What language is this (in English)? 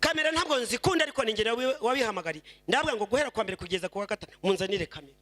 Kinyarwanda